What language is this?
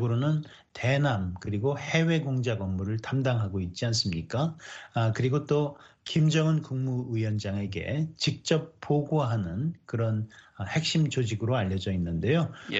Korean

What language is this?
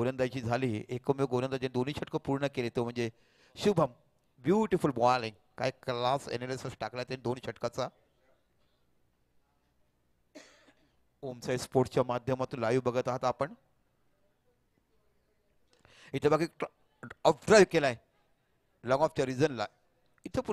Marathi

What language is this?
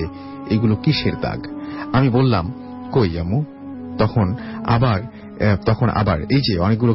Bangla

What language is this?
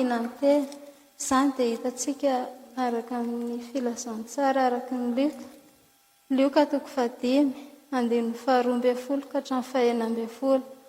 Malagasy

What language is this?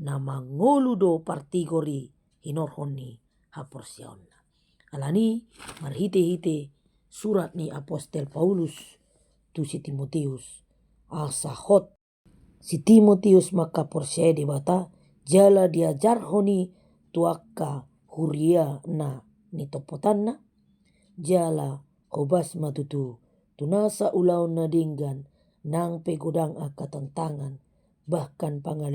Batak Toba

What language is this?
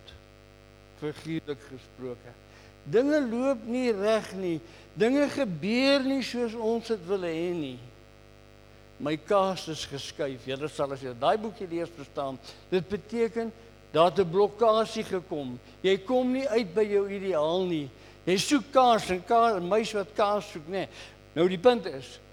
Afrikaans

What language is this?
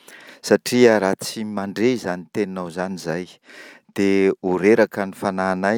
Malagasy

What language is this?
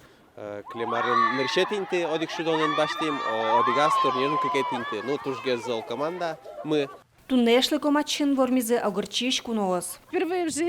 Udmurt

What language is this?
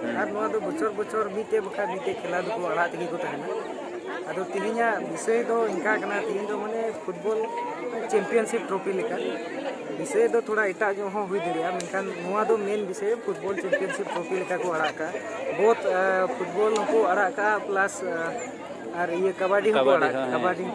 Santali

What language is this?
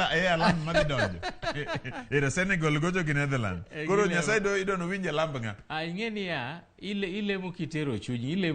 Luo (Kenya and Tanzania)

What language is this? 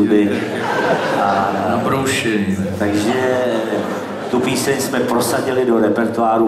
Czech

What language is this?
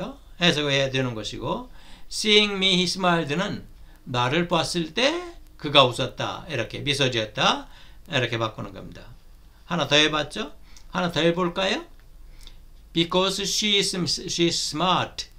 Korean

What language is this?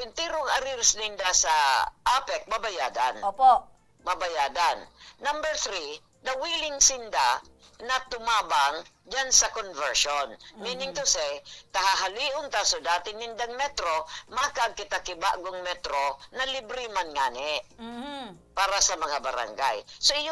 Bikol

